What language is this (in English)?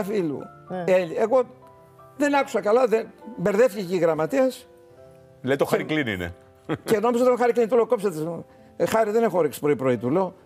Greek